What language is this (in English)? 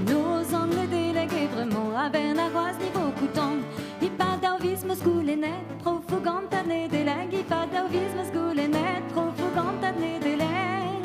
Breton